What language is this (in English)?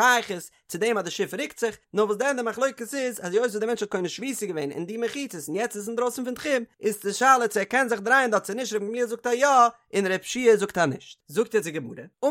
Yiddish